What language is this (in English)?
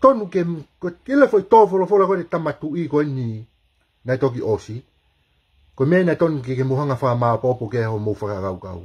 Tongan